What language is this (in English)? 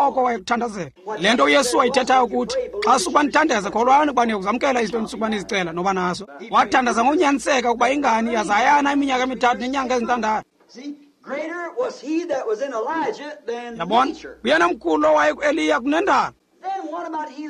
Xhosa